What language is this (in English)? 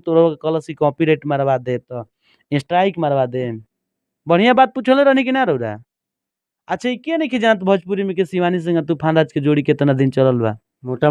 Bhojpuri